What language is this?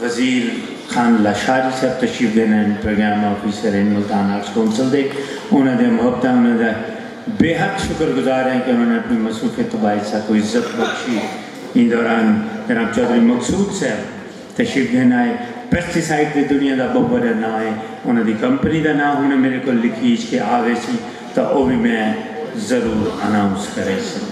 Saraiki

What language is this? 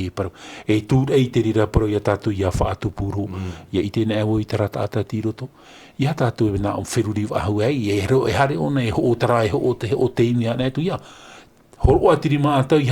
Tahitian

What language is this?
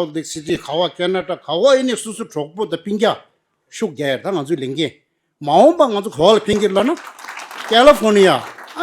Tibetan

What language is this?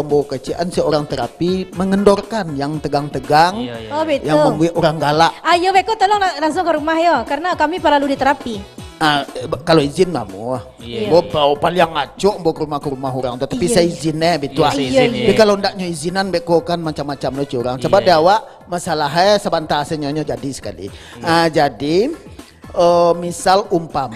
Minangkabau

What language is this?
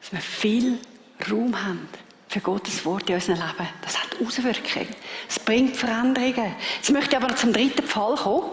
Swiss German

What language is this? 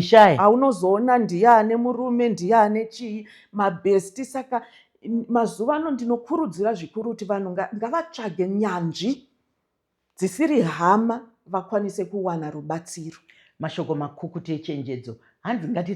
Shona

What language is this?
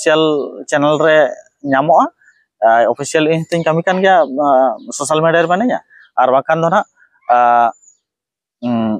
Santali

